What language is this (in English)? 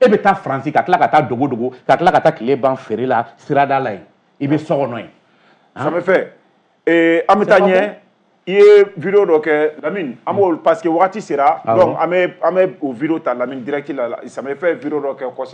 Bambara